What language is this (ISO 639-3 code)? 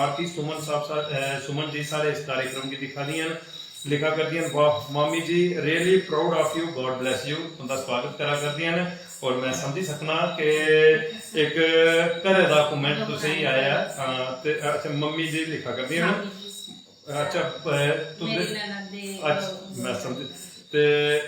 doi